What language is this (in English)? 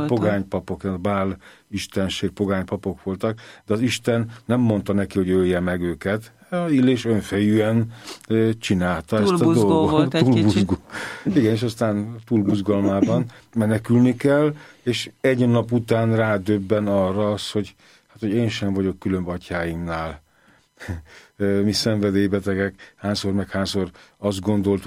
Hungarian